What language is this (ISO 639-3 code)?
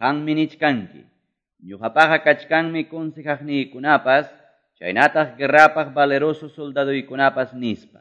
que